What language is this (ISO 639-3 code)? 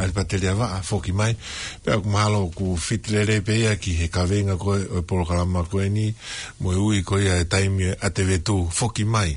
ton